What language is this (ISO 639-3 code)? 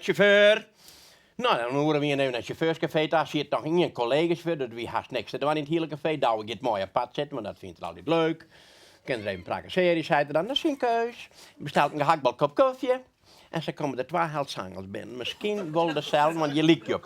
fry